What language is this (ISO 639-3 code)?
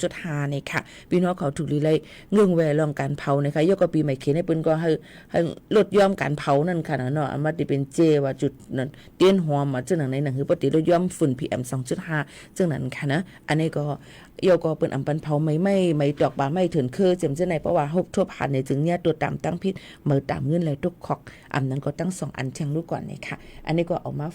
shn